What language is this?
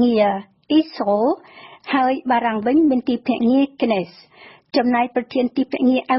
Khmer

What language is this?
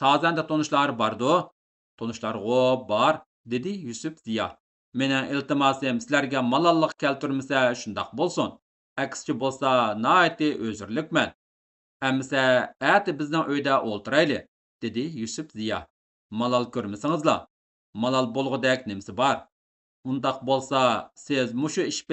Uyghur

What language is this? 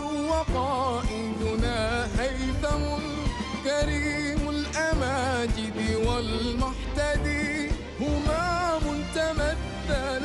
Arabic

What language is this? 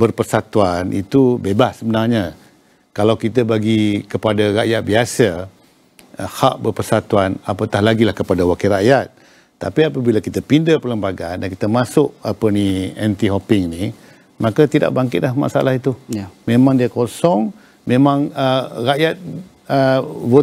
Malay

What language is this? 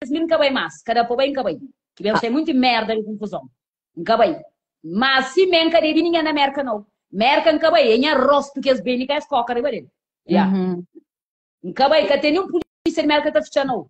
Kabuverdianu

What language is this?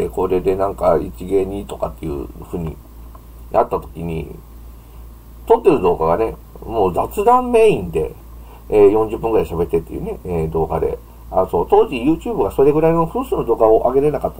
Japanese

